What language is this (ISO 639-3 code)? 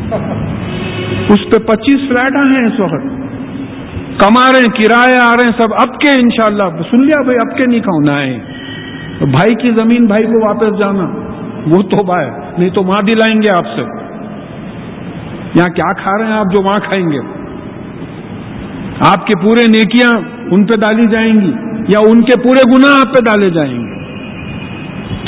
urd